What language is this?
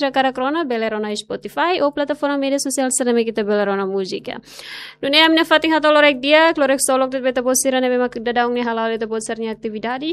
Tetum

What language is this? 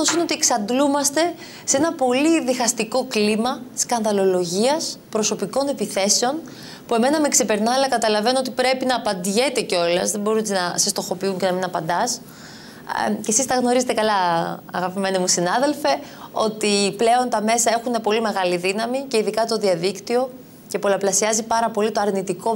Greek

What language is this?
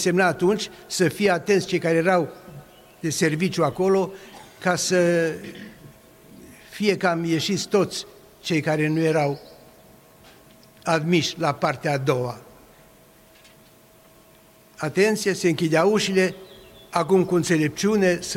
Romanian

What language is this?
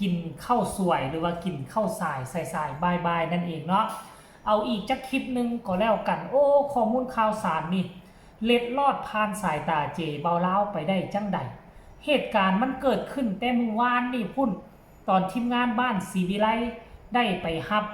Lao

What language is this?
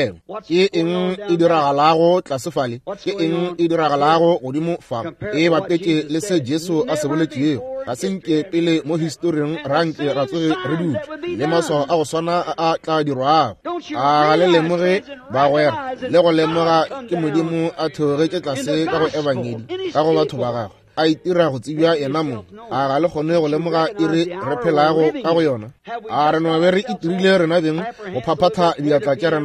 Northern Sotho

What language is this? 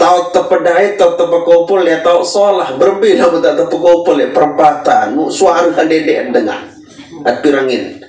Sasak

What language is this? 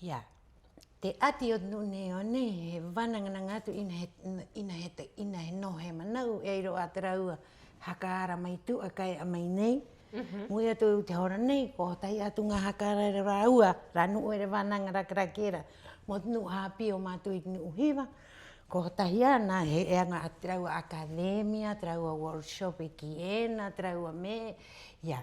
Rapanui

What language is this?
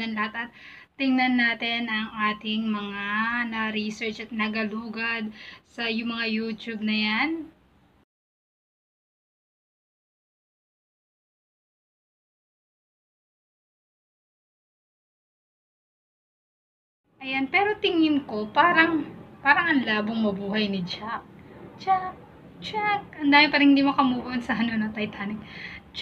Filipino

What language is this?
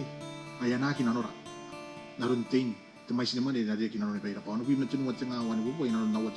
Gilbertese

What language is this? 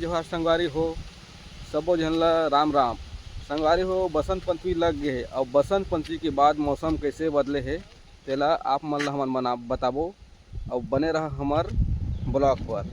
Chhattisgarhi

